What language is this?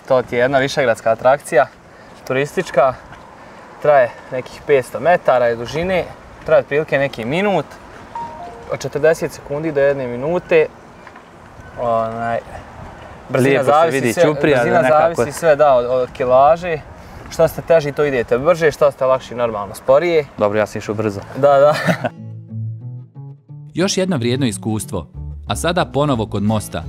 Bosnian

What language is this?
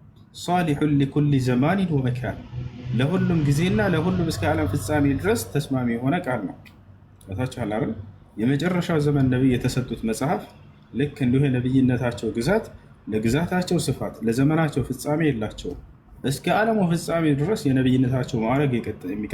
Amharic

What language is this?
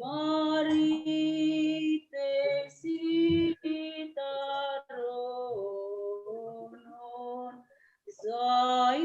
Batak Simalungun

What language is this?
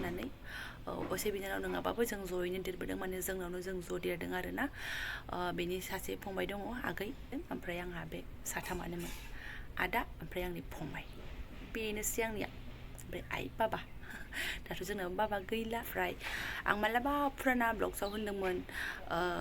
Bodo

